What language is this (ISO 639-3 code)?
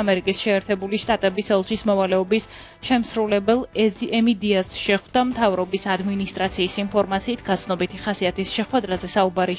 kat